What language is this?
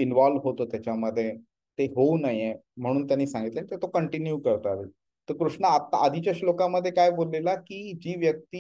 Marathi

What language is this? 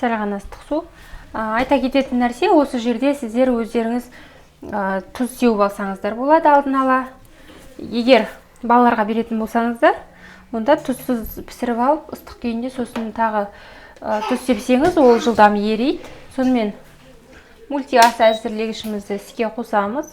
Kazakh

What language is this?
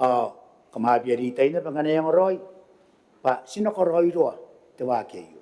Gilbertese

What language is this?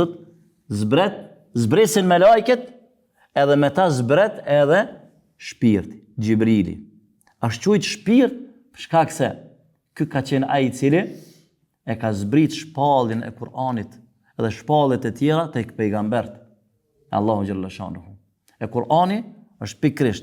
Albanian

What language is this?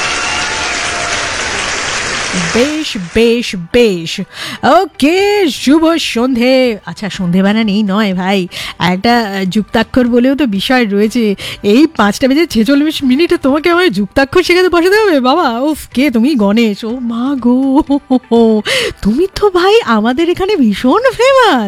Bangla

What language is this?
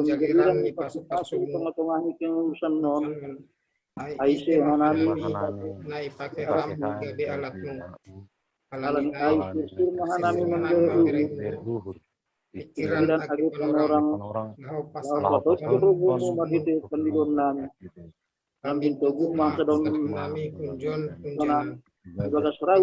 Batak Simalungun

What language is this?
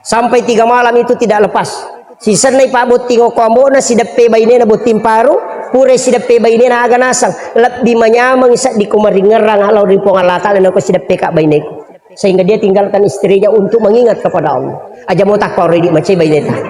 Buginese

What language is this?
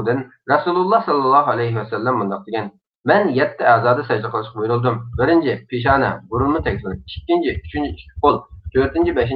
Uyghur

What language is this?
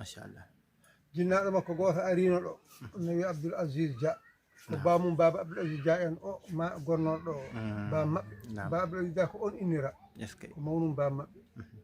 Fula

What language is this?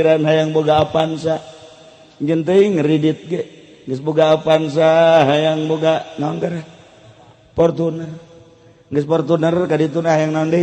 Sundanese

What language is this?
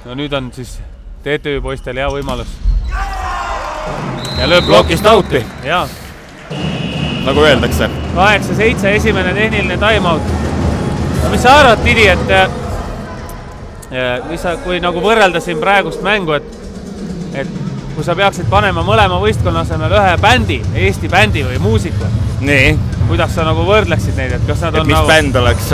Estonian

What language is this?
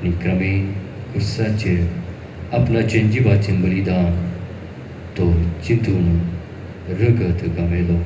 Konkani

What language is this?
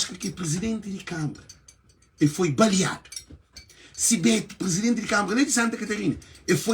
Kabuverdianu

